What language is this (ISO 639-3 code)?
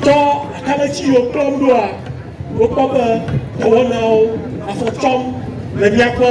ewe